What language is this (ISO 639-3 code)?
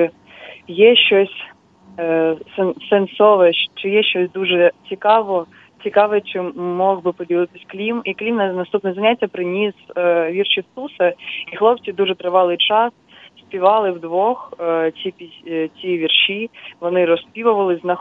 ukr